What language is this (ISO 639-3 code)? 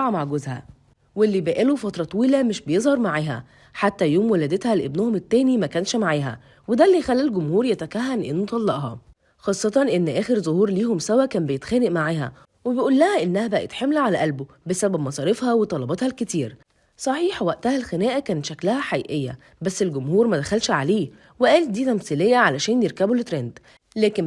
arz